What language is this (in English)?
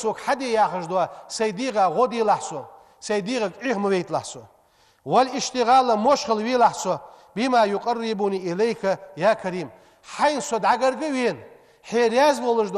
Ingush